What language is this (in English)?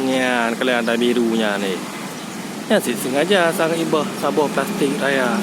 Achinese